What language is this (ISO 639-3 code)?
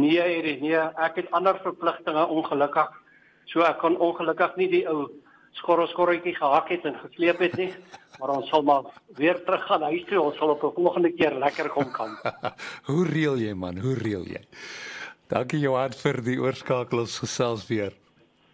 afr